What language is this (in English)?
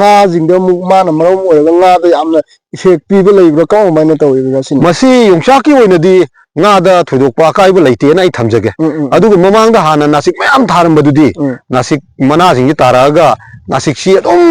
Manipuri